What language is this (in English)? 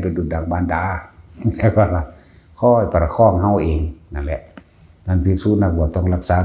Northeastern Thai